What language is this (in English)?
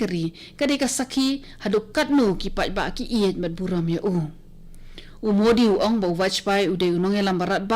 Khasi